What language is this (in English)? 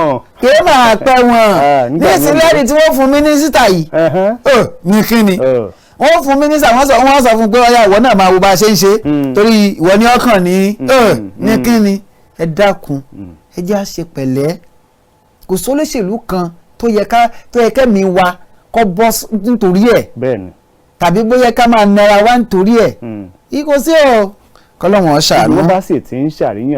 Yoruba